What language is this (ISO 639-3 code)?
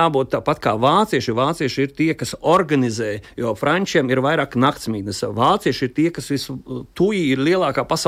lav